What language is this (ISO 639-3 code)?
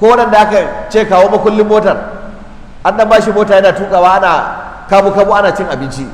hau